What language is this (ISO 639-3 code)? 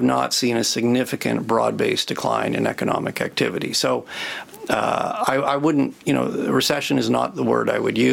eng